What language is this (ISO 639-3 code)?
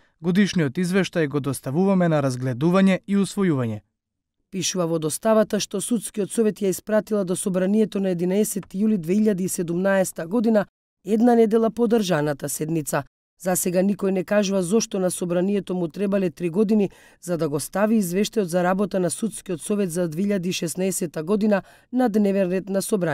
mkd